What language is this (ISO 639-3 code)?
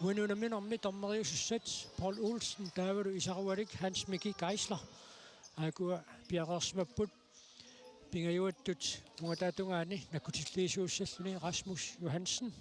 kal